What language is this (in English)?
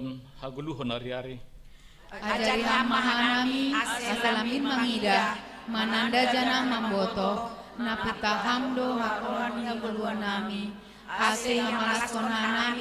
Batak Simalungun